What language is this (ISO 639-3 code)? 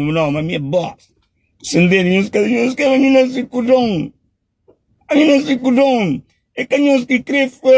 kea